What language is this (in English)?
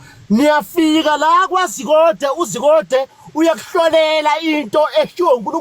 Zulu